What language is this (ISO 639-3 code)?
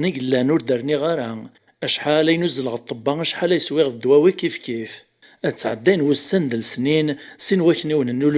kab